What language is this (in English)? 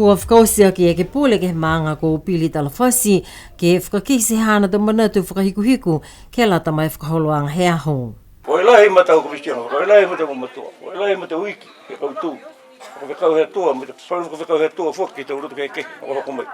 Niuean